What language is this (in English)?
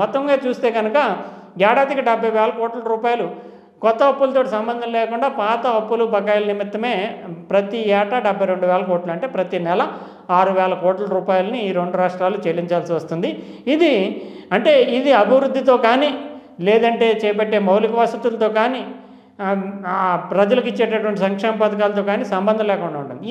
Telugu